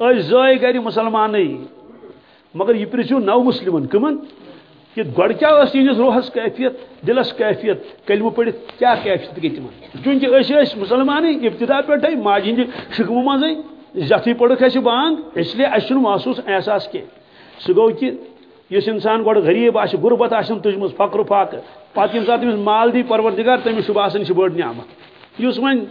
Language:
Kashmiri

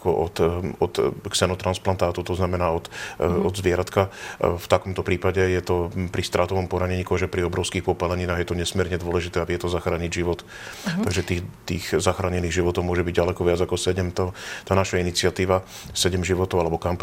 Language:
Slovak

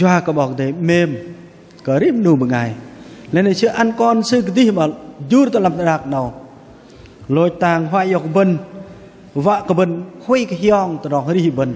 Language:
Bahnar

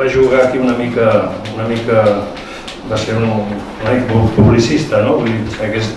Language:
Catalan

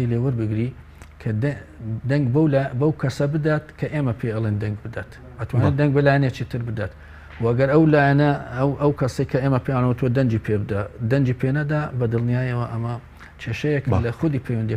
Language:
Central Kurdish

